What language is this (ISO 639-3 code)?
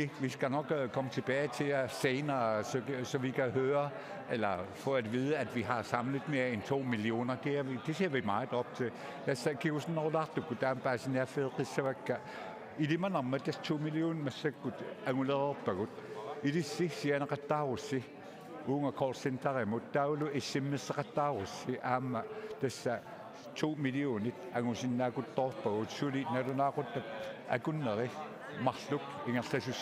kal